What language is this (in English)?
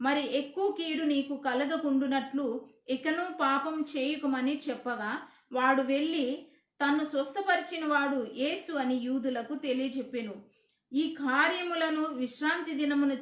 Koya